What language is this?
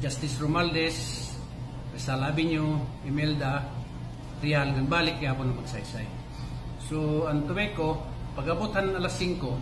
Waray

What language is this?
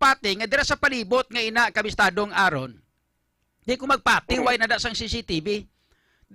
Hiligaynon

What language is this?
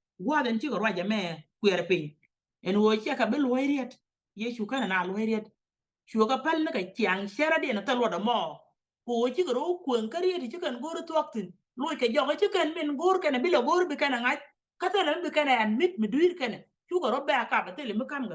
Nuer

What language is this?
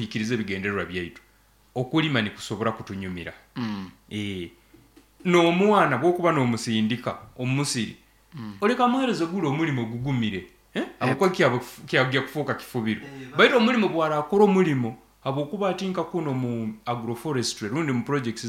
Nyoro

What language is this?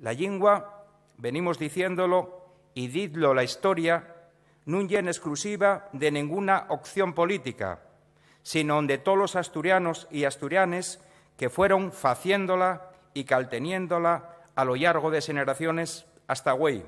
Asturian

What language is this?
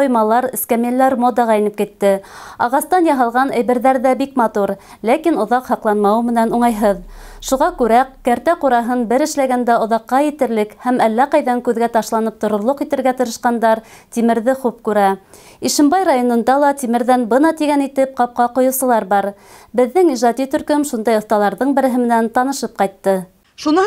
Bashkir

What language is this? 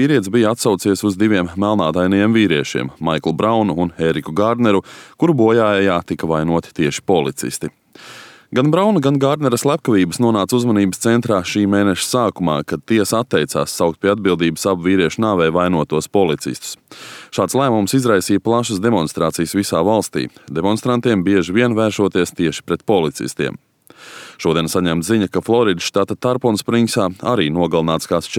Latvian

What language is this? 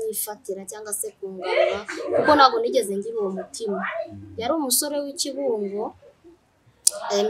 Kinyarwanda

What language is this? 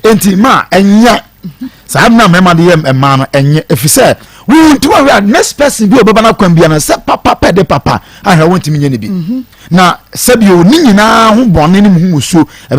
Akan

